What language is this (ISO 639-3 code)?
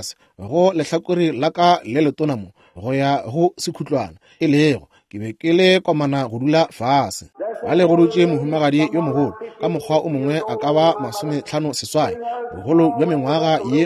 nso